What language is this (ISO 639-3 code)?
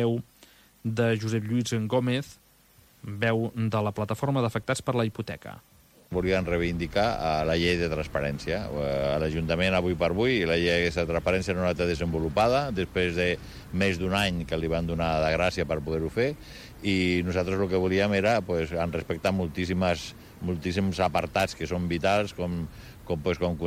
cat